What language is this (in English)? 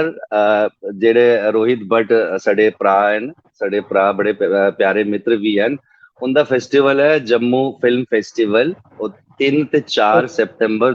Dogri